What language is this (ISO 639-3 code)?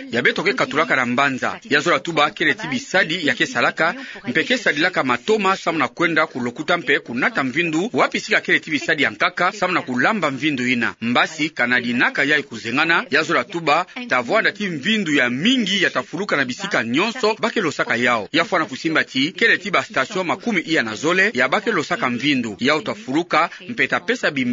ktu